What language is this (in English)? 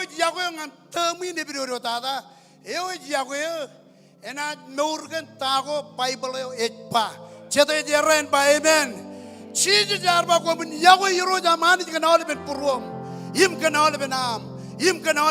Marshallese